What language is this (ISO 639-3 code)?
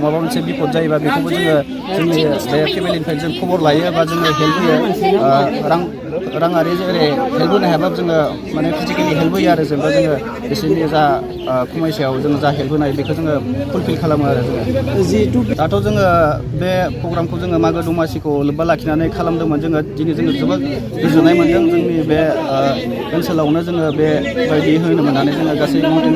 brx